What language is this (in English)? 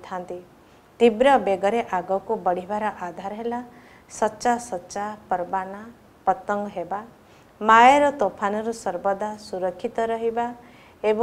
Odia